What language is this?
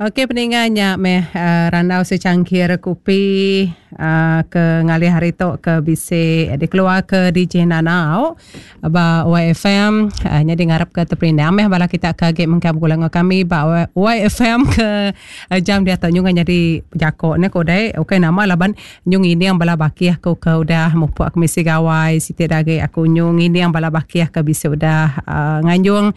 Iban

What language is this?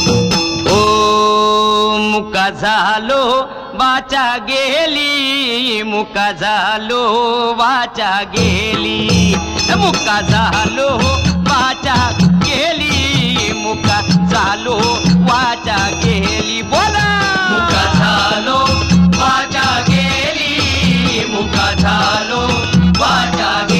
Marathi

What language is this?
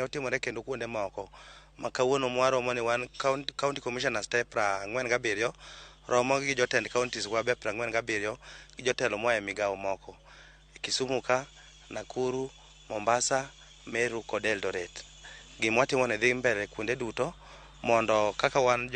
Luo (Kenya and Tanzania)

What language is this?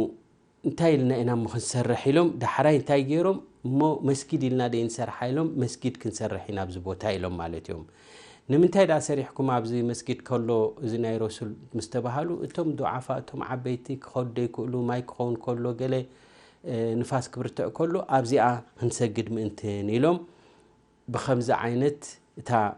Tigrinya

